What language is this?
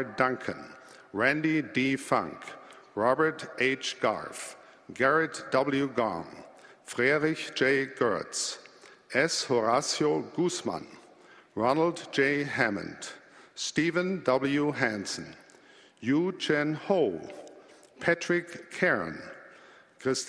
Estonian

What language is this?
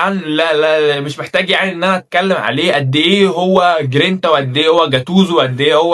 Egyptian Arabic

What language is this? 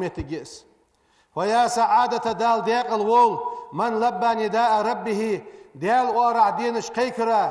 Ingush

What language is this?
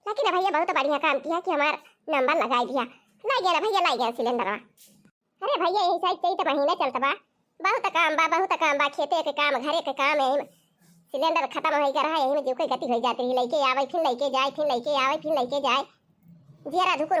Awadhi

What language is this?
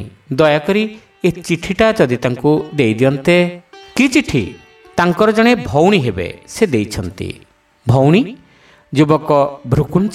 Odia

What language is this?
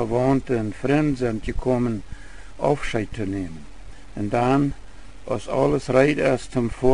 Plautdietsch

